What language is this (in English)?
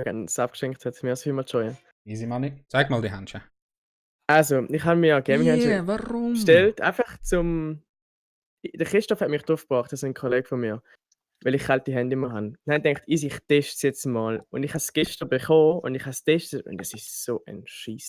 Swiss German